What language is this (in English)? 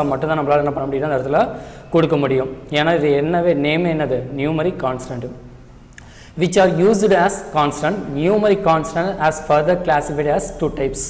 Tamil